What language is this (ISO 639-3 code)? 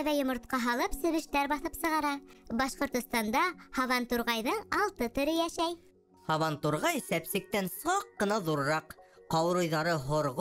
bak